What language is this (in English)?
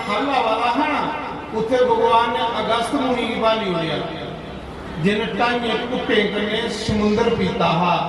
Dogri